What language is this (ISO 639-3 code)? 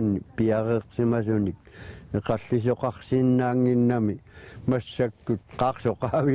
kal